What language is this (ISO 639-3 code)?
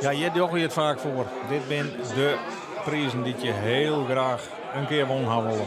fry